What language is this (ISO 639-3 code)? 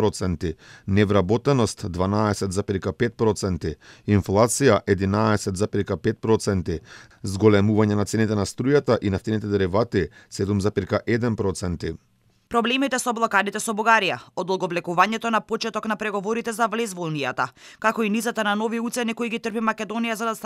mkd